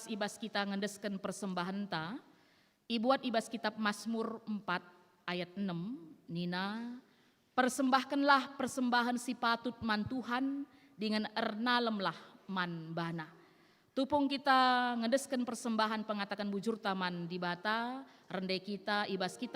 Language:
Batak Karo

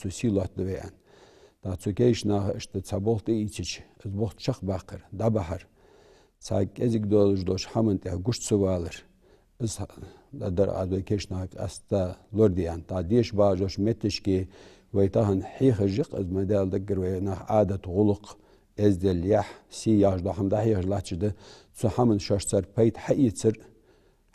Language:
Ingush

